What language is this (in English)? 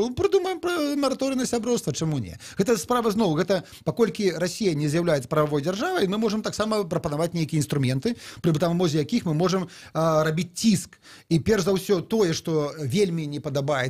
Belarusian